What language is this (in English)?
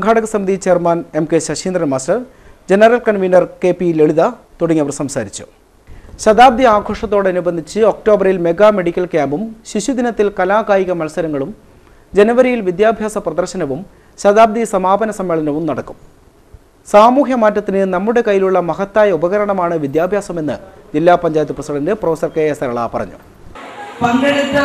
Malayalam